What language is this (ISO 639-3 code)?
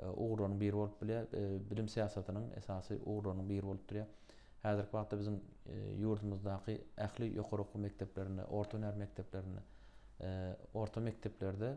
tuk